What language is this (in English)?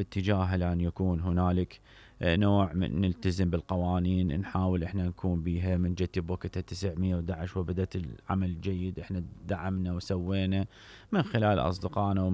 Mesopotamian Arabic